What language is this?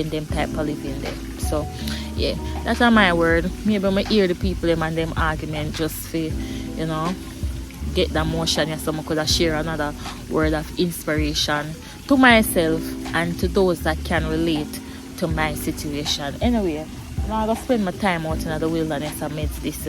Jamaican Creole English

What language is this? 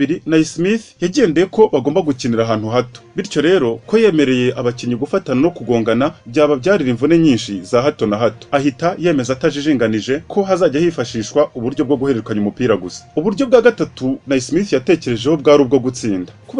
Kinyarwanda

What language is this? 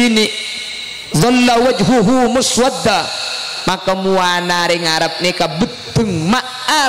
Madurese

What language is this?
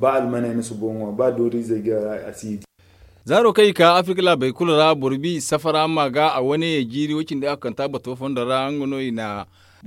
Zarma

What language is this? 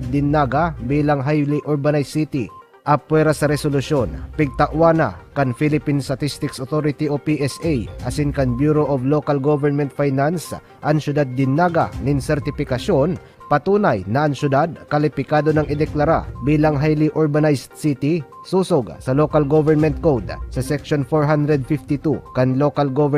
Bikol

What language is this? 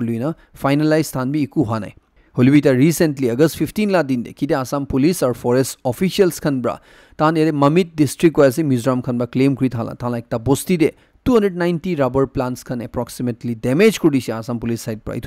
Naga Pidgin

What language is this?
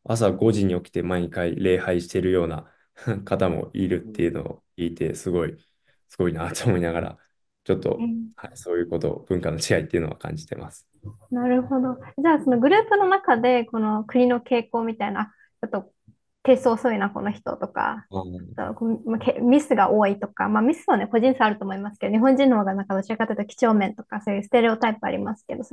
Japanese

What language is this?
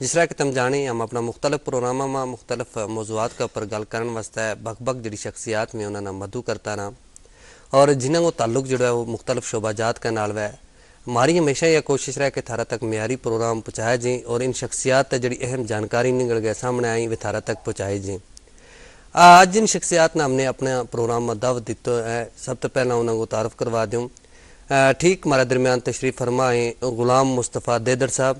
Gujari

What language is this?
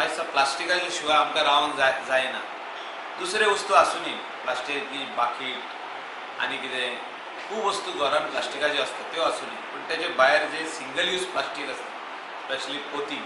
Konkani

